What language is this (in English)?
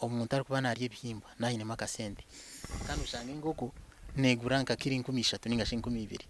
Nyankole